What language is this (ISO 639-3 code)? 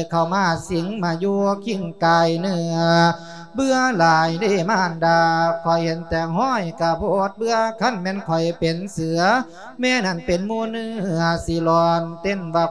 lao